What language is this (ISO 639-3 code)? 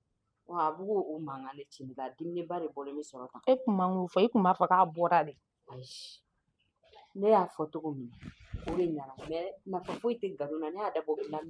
bam